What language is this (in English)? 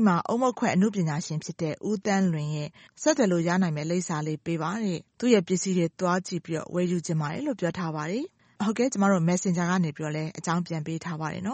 Burmese